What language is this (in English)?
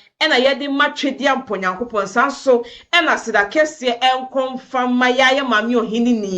Akan